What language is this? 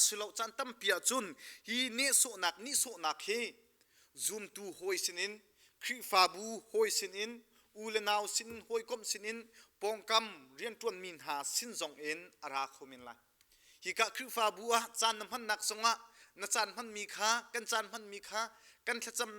Hakha Chin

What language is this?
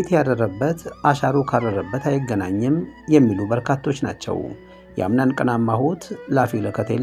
Amharic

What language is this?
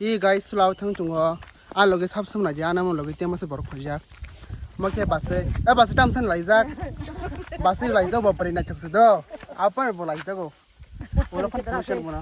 Kok Borok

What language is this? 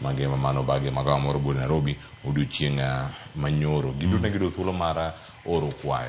Luo (Kenya and Tanzania)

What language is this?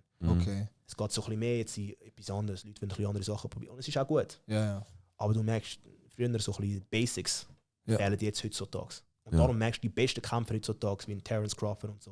Swiss German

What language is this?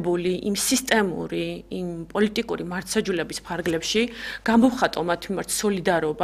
Georgian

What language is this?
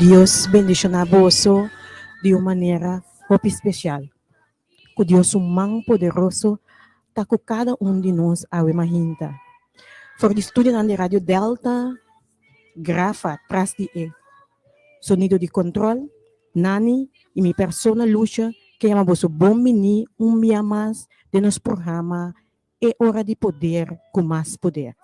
Papiamento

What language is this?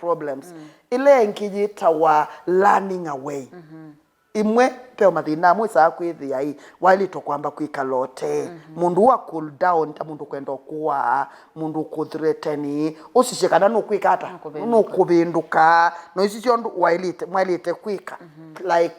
Kamba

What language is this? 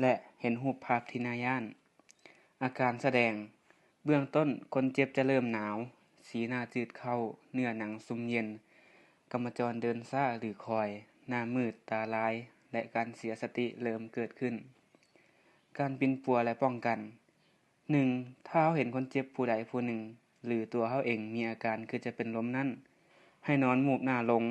Lao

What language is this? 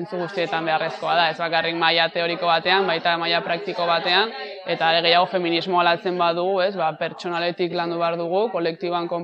Basque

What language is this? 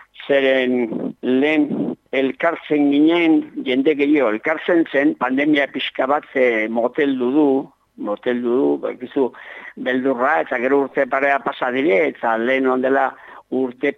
Basque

